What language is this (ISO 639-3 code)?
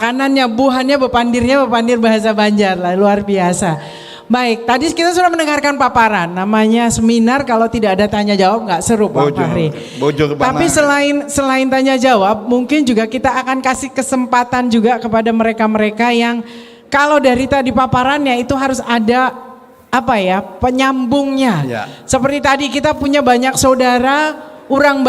bjn